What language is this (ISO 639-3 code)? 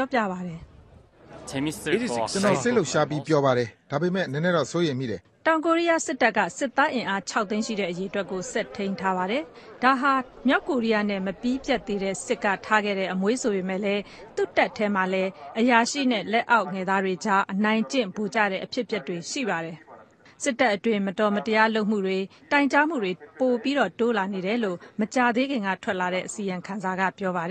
mya